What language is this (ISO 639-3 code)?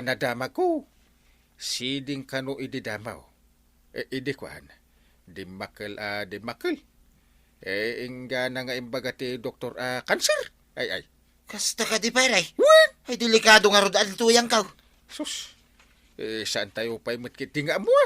ilo